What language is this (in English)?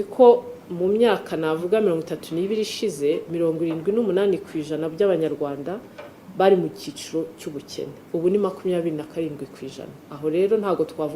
Kinyarwanda